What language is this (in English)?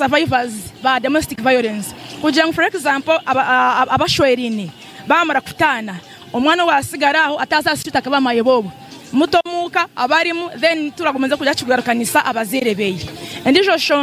Nyankole